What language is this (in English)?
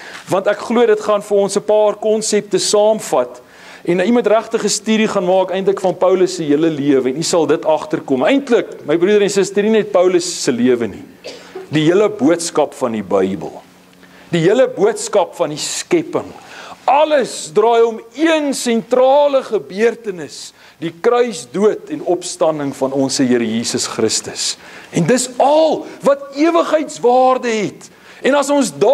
Afrikaans